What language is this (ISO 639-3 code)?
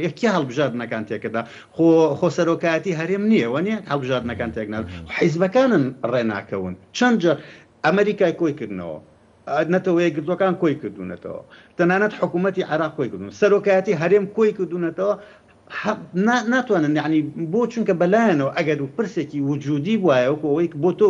ckb